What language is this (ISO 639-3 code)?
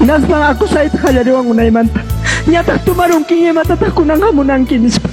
quy